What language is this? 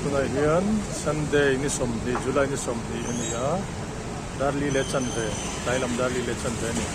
Mizo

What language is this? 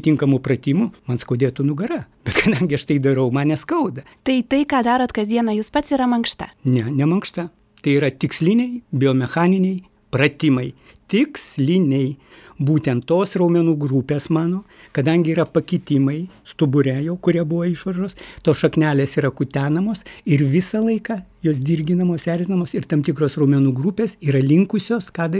Lithuanian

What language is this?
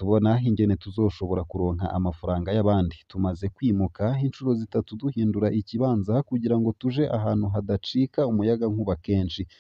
Rundi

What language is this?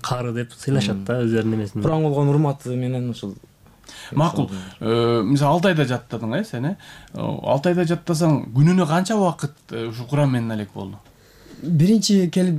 Kyrgyz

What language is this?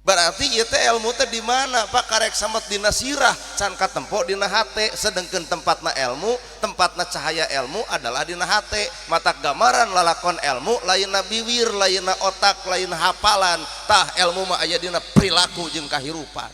Sundanese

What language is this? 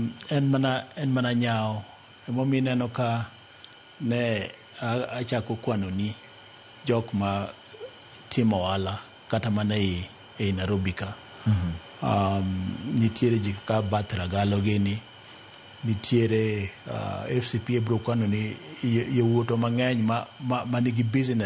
Luo (Kenya and Tanzania)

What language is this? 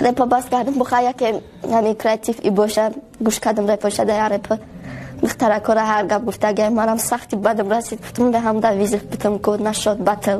Tajik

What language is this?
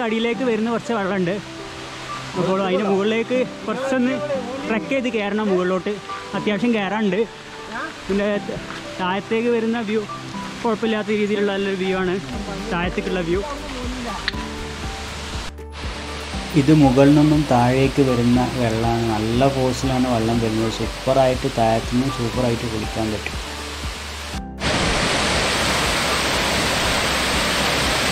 Malayalam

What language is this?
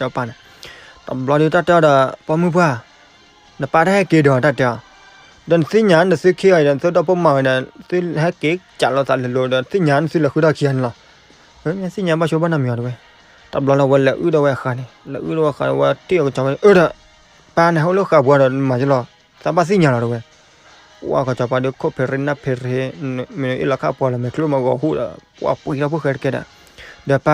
S'gaw Karen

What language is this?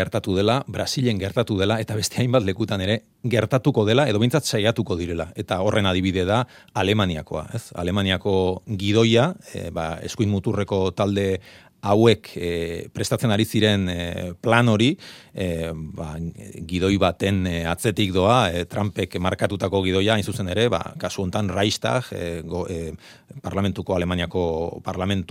Basque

